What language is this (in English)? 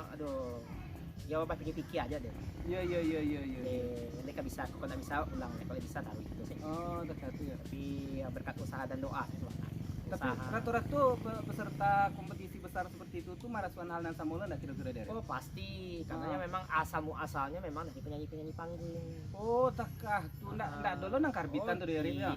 Minangkabau